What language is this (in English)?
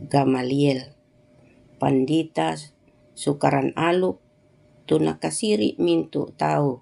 Toraja-Sa'dan